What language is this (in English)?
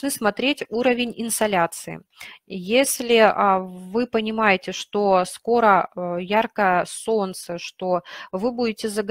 Russian